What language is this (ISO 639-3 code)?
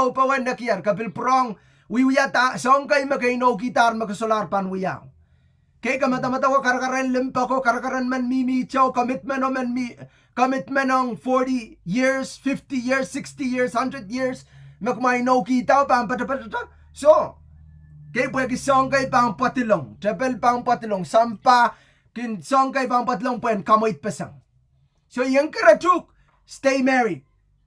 pon